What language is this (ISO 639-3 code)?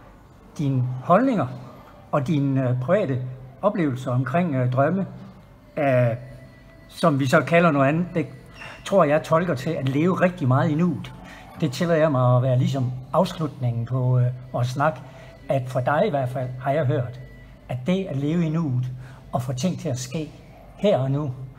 dan